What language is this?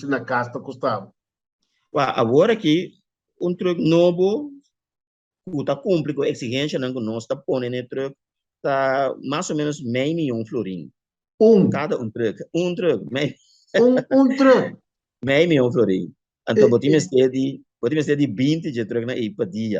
Papiamento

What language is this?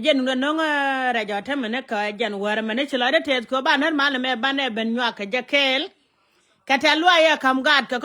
Nuer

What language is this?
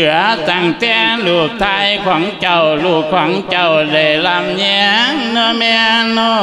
Lao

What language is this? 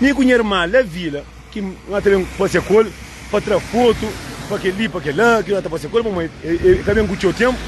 Kabuverdianu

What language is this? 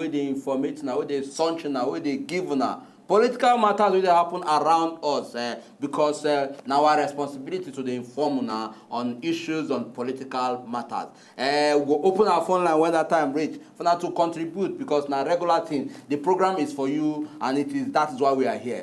Nigerian Pidgin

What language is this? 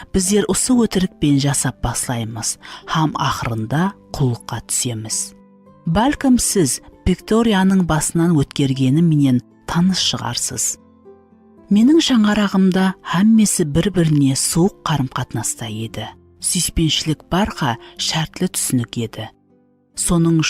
Kara-Kalpak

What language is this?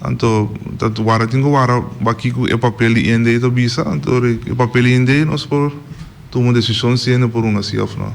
Papiamento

